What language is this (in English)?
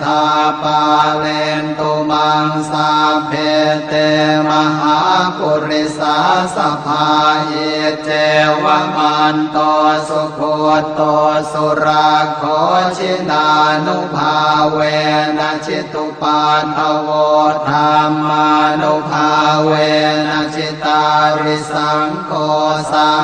Pali